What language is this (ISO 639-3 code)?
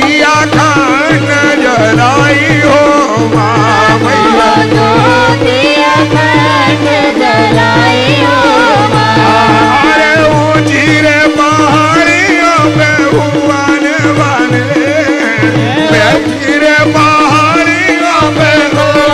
bho